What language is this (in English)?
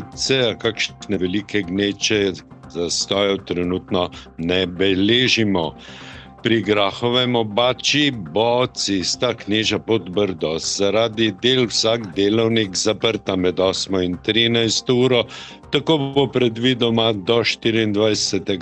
Slovenian